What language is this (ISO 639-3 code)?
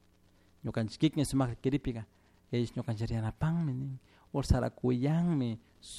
qug